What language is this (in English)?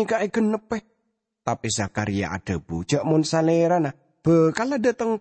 Madurese